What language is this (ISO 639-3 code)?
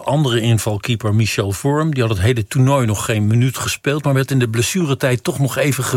nld